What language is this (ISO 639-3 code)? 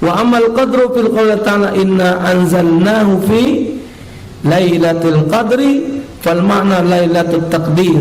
mui